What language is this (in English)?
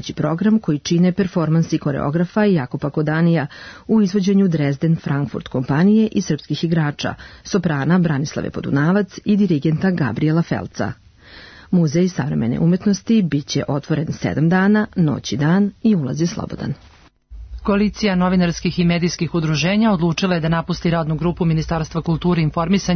Serbian